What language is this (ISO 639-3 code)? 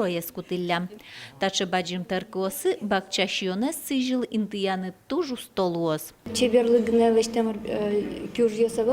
udm